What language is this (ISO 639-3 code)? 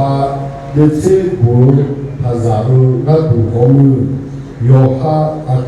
ahk